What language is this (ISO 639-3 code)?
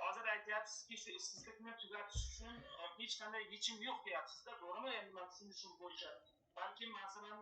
uzb